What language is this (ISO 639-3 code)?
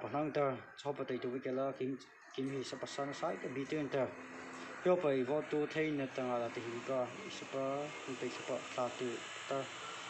mrh